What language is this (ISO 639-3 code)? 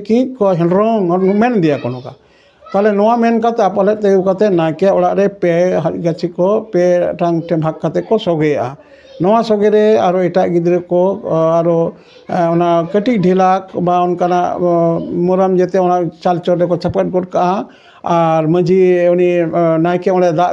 sat